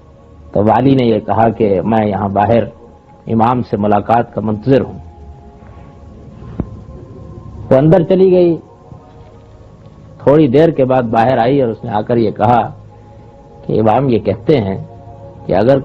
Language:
Urdu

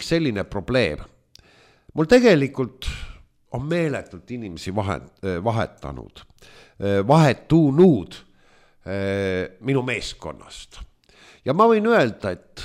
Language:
Estonian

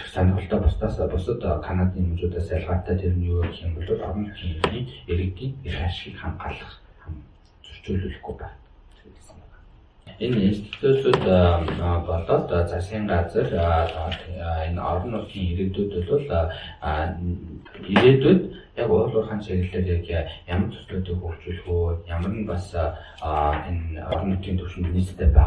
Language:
Mongolian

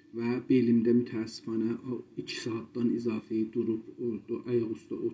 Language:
South Azerbaijani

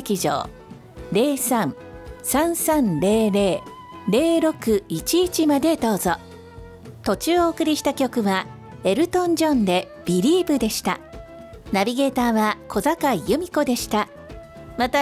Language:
Japanese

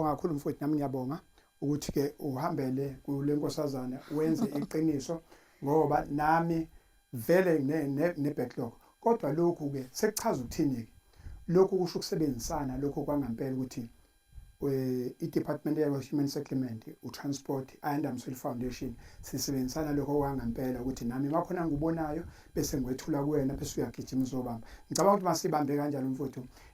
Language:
Zulu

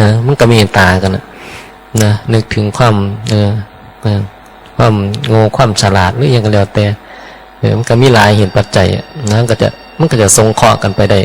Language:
Northeastern Thai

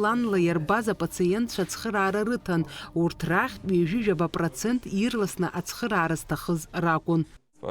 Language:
Abkhazian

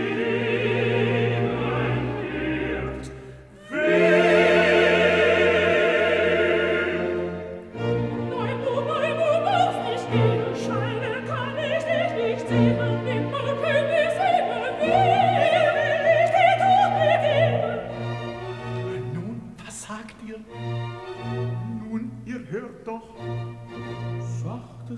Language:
German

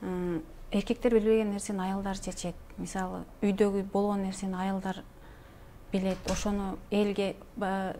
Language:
Kyrgyz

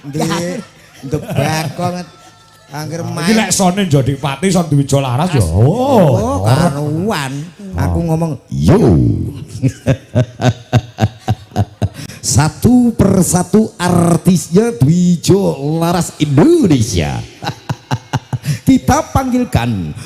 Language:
Javanese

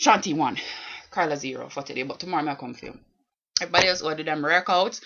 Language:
Jamaican Creole English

